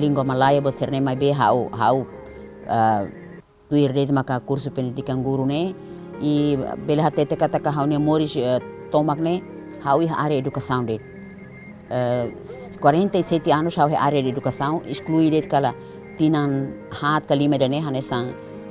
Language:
Tetum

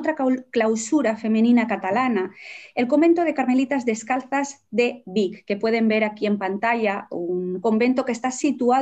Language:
Spanish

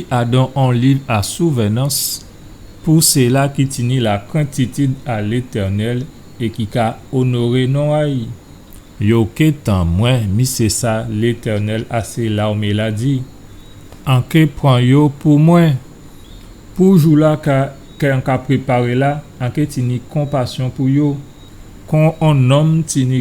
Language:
Guadeloupean Creole French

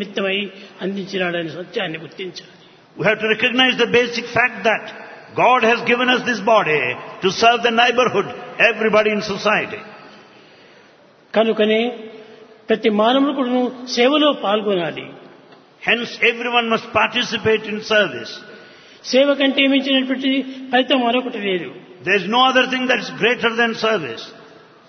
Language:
Telugu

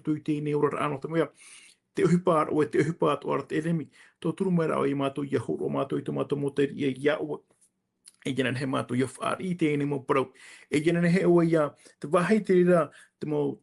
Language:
Tahitian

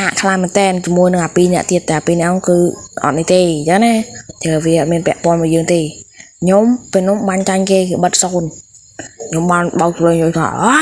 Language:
Khmer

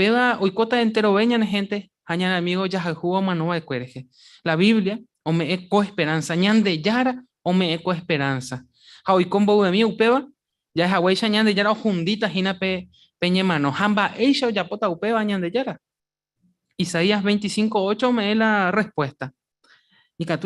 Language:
Guarani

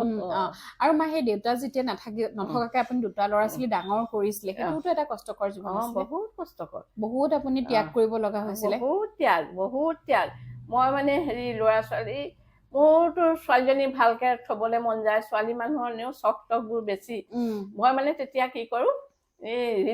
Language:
Assamese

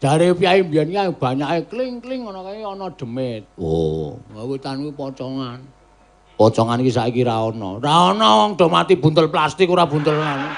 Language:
Javanese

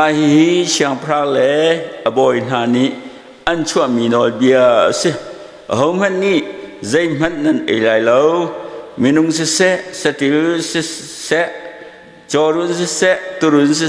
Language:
Hakha Chin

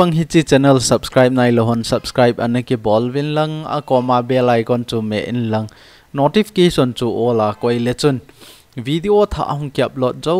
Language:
Thado Chin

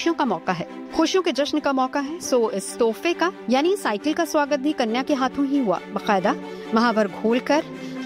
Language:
Hindi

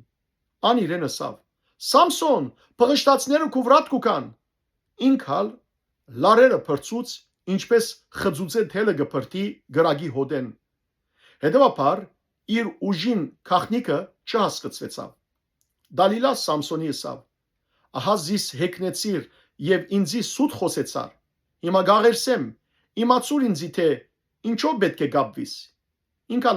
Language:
Western Armenian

